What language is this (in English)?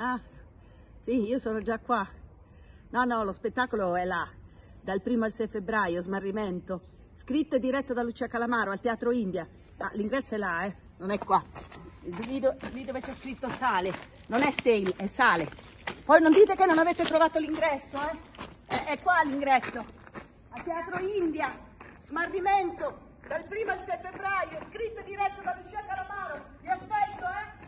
Italian